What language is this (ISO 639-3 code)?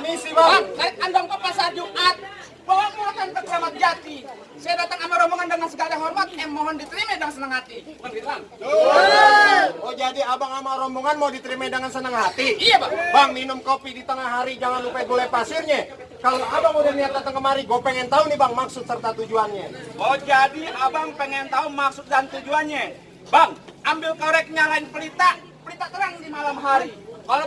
bew